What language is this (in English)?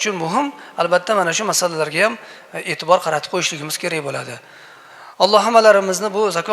Uzbek